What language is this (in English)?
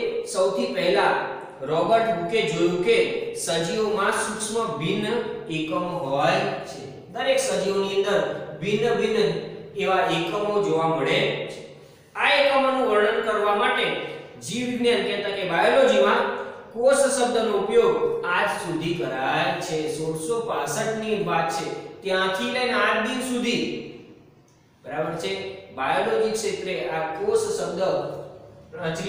Gujarati